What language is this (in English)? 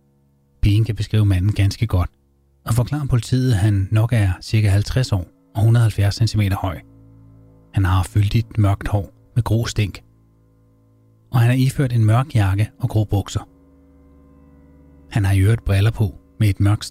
Danish